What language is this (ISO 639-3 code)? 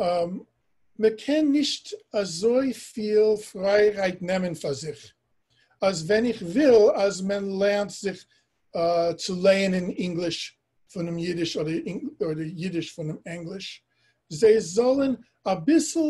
yid